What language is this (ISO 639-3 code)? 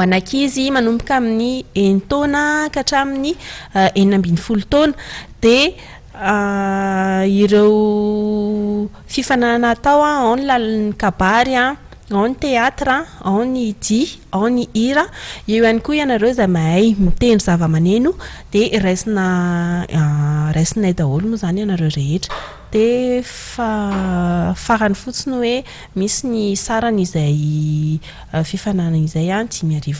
mlg